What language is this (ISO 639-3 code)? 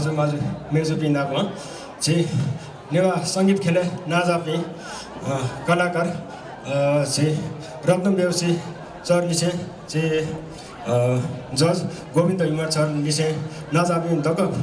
new